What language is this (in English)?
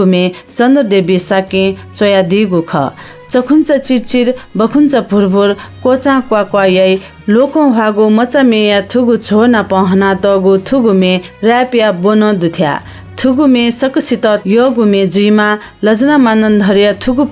Newari